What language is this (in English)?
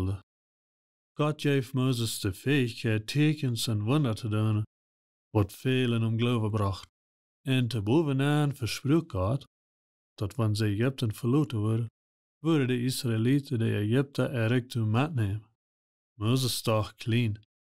Plautdietsch